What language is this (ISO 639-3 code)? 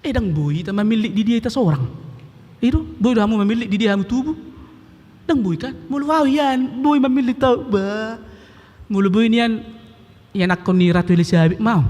bbc